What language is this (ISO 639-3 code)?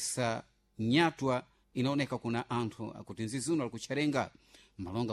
seh